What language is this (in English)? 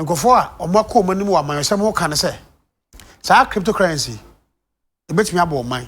Akan